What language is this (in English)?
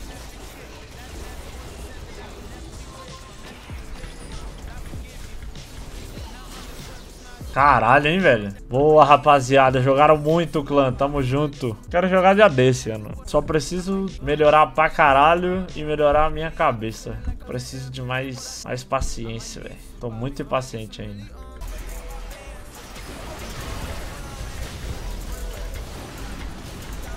Portuguese